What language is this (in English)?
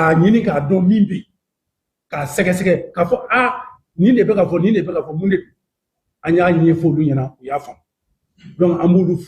Bambara